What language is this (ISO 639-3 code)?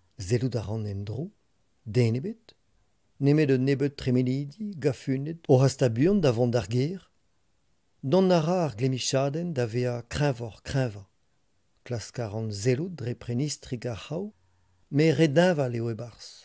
bre